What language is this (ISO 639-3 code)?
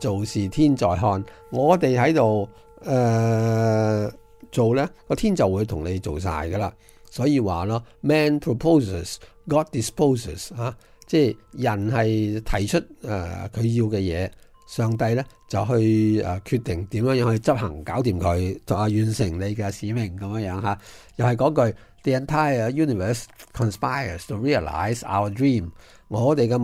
yue